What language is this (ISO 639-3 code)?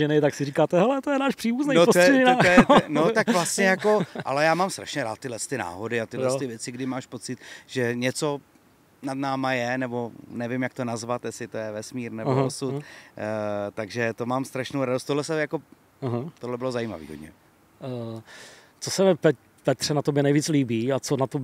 ces